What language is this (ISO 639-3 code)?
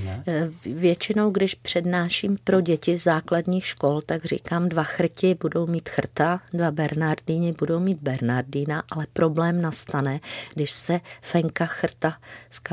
ces